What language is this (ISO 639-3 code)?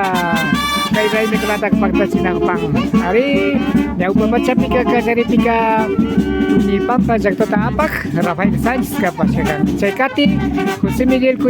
qvi